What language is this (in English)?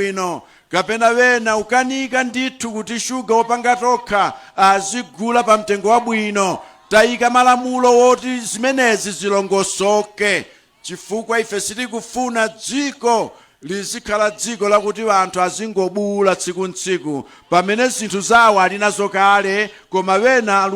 Nyanja